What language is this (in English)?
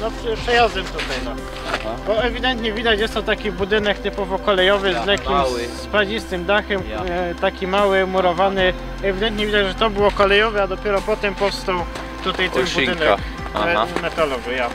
Silesian